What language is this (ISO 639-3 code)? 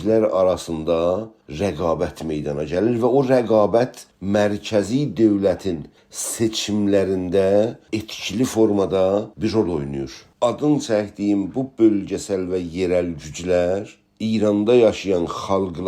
azb